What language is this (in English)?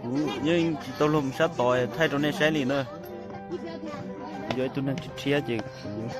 Hmong